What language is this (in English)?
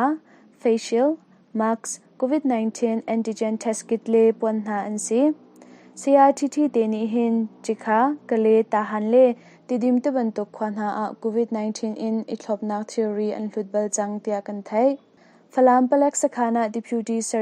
Hakha Chin